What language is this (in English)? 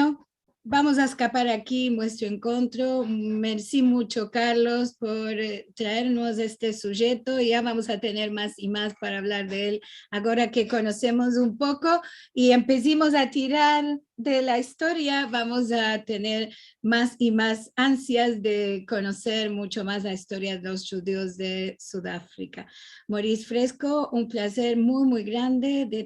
Ladino